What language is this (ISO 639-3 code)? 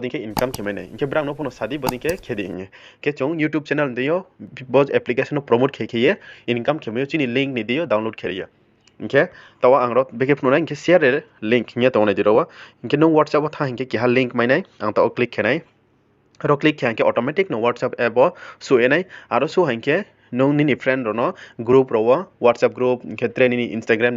ria